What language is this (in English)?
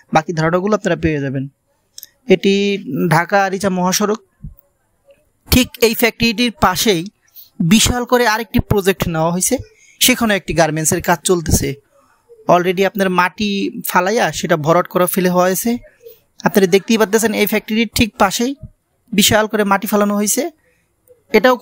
Bangla